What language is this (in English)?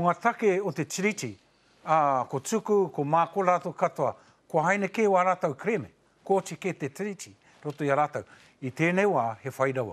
Māori